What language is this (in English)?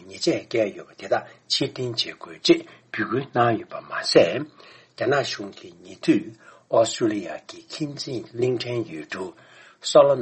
Tibetan